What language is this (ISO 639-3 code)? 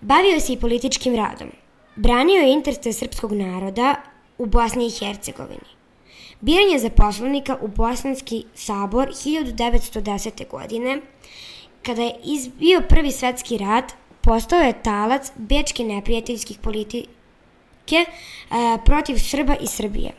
srp